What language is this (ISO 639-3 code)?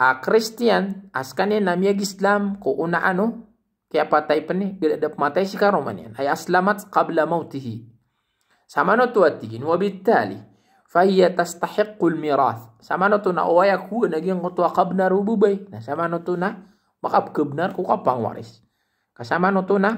mrw